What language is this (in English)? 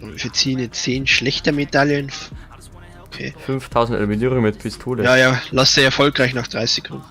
Bavarian